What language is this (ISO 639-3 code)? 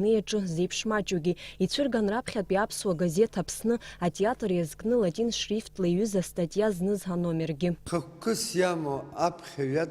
abk